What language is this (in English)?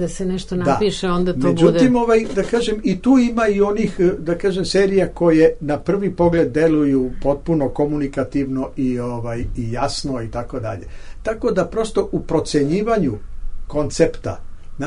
Serbian